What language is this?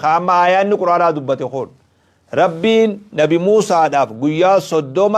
Oromo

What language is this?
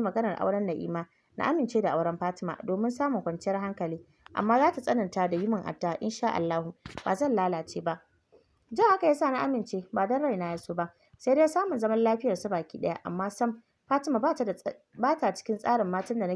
Hausa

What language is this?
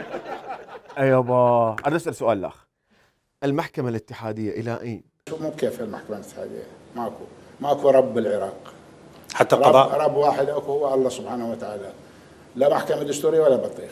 Mesopotamian Arabic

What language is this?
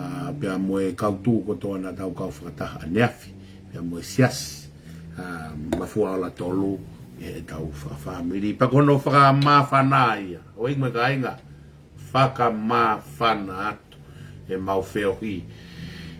Tongan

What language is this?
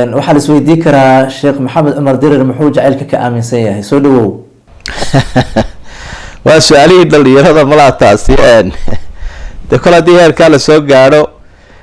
Somali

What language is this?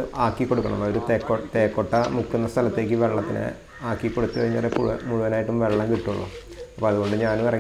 Malayalam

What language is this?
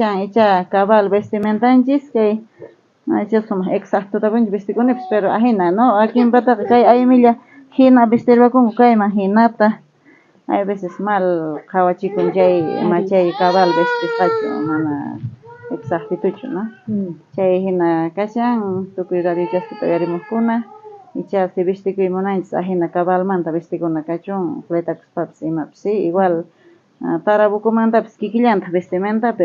South Bolivian Quechua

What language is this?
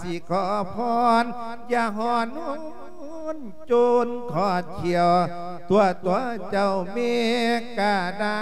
Lao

